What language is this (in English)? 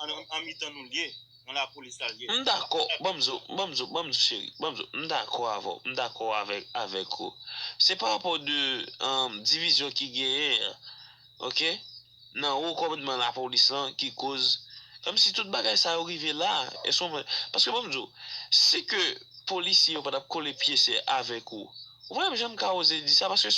Haitian Creole